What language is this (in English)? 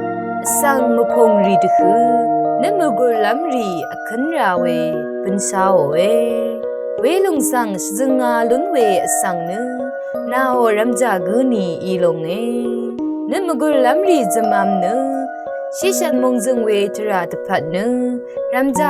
Rawang